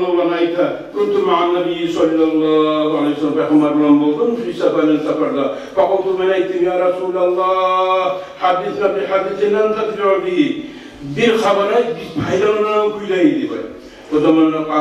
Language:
Kumyk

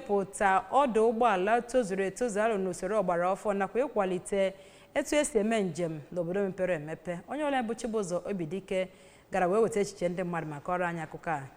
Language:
Igbo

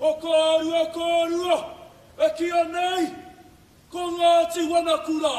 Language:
Māori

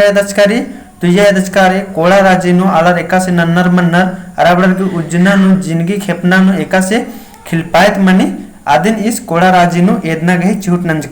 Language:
Kurukh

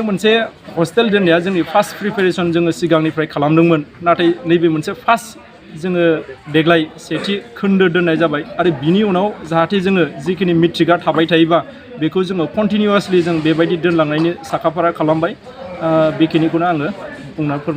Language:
Bodo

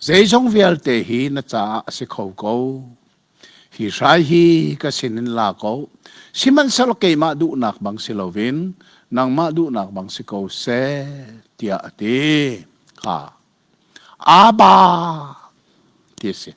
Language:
Hakha Chin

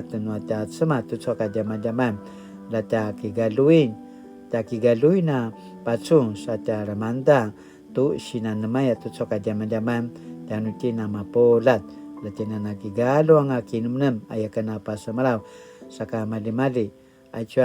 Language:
Paiwan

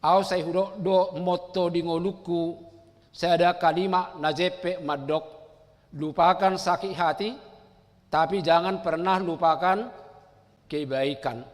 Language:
Batak Toba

